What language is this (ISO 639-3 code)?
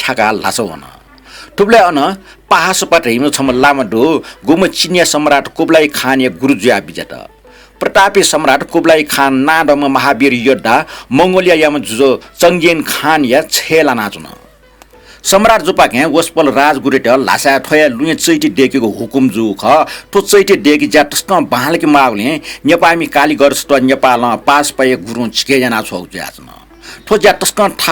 new